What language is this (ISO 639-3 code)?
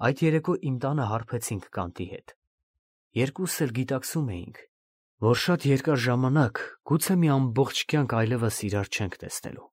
hye